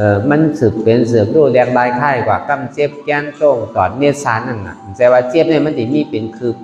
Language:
Shan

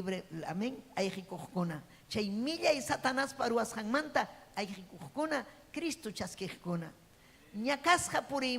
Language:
Ayacucho Quechua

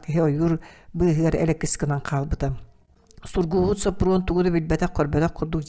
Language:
Yakut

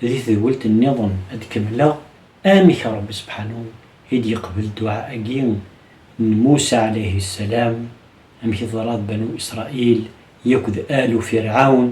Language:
Kabyle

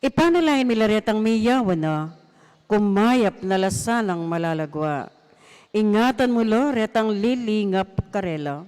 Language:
Pampanga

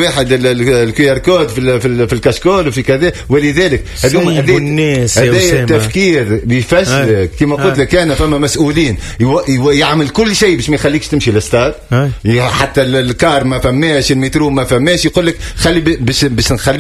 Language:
Tunisian Arabic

